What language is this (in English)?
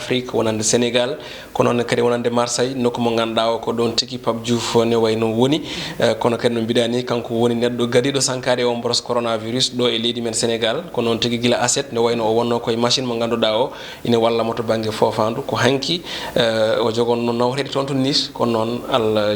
Fula